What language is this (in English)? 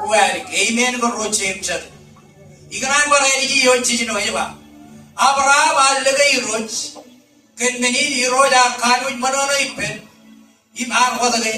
Marshallese